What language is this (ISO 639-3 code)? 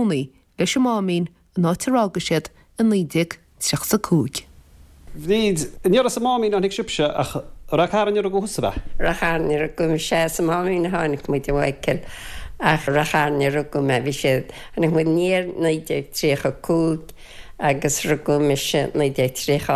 gle